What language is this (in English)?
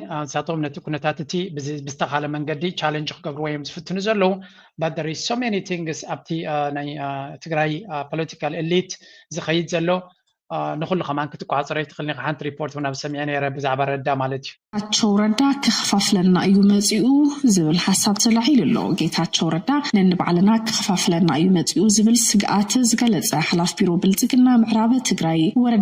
Tigrinya